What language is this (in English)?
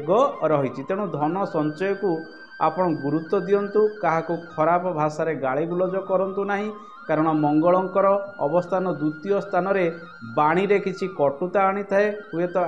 Odia